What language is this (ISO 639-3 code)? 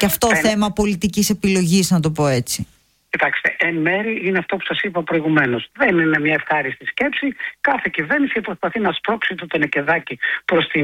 ell